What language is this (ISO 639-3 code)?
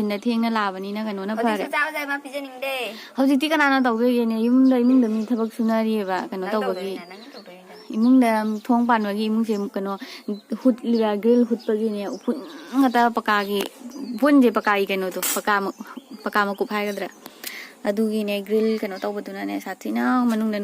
mni